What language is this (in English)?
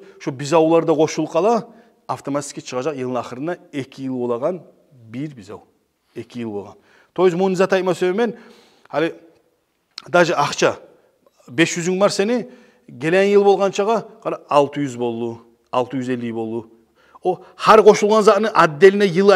Kumyk